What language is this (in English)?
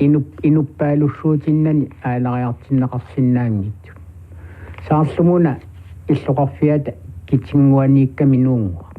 Kalaallisut